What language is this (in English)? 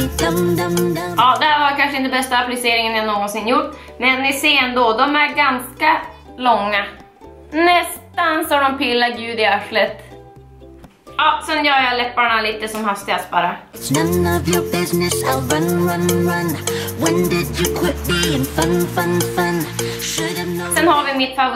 Swedish